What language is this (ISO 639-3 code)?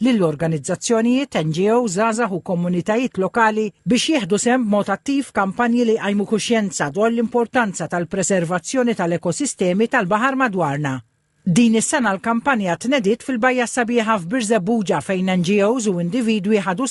mlt